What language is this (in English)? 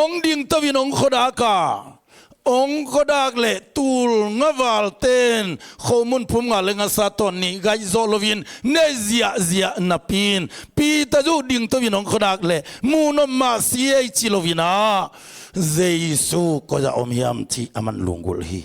Tedim Chin